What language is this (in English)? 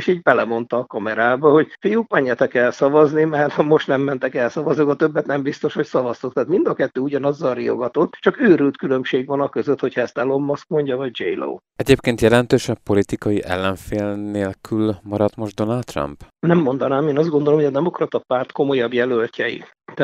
Hungarian